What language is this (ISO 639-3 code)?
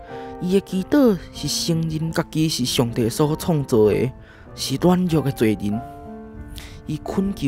nan